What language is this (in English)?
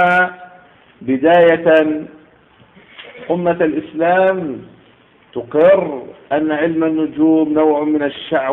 Arabic